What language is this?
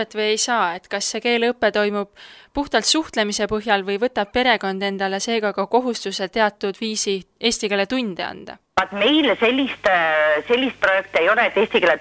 Estonian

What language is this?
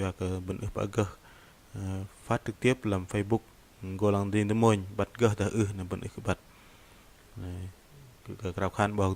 Bahnar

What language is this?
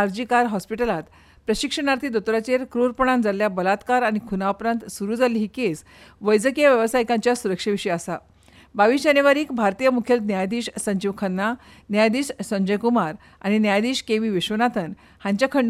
Konkani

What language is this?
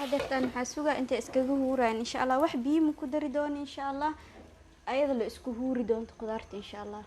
Somali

